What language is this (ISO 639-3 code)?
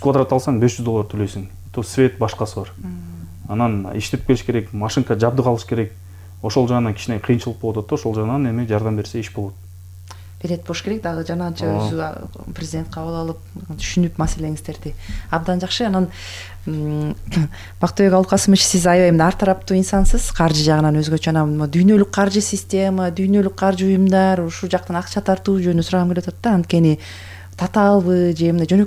kir